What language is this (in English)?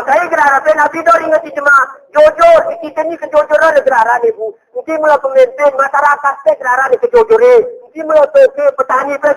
Gayo